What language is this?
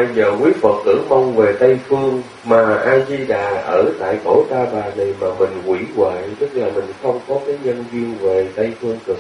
Vietnamese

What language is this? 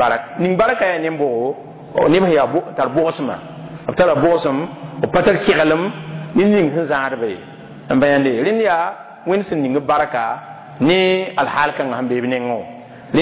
Mossi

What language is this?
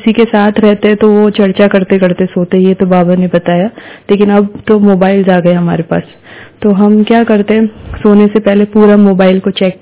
Hindi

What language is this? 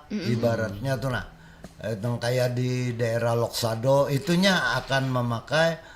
Banjar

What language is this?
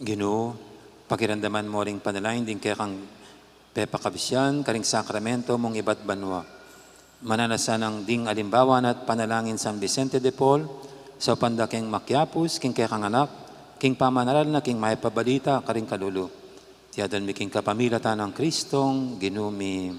Pampanga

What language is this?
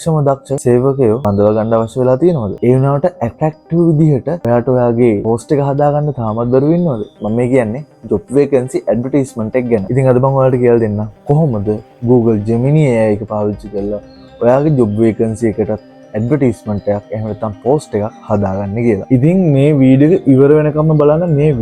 Sinhala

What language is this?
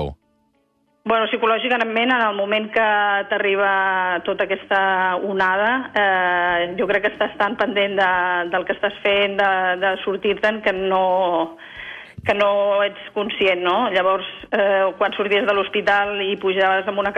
Catalan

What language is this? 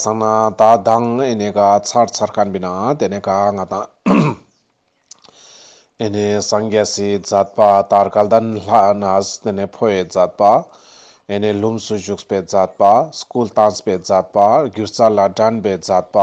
Ladakhi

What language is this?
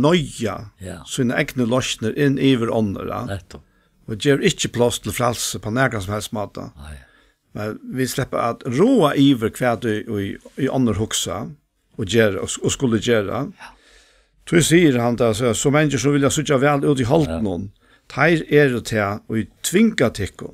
Faroese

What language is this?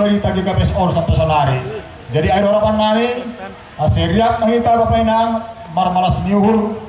Batak Simalungun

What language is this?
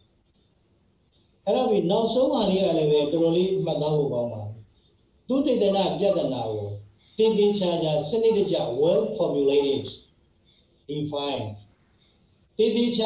Burmese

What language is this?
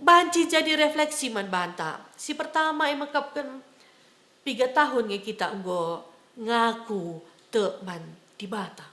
Batak Karo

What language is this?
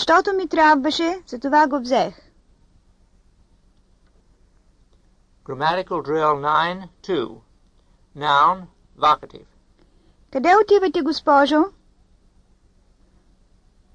Bulgarian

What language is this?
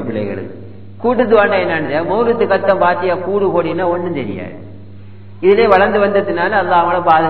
Tamil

